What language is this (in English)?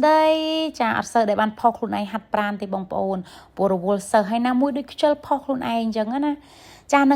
Khmer